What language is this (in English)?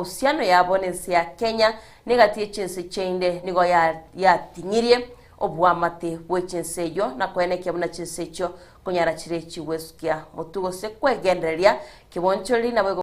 Gusii